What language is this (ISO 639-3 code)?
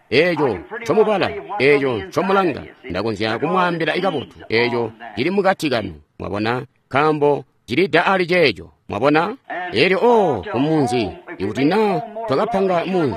toi